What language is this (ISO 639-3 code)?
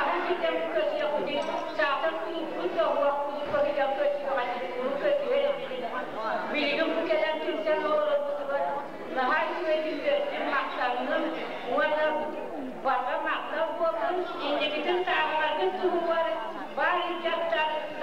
sah